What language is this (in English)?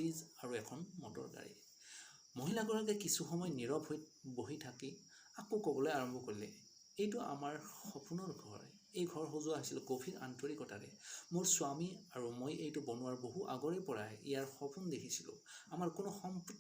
Assamese